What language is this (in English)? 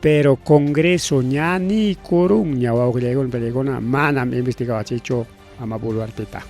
Ayacucho Quechua